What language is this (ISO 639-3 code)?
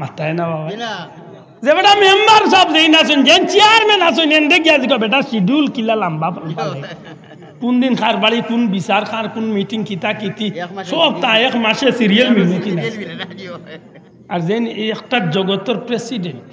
syl